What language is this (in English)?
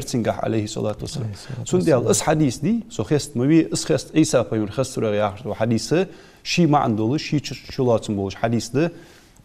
Ingush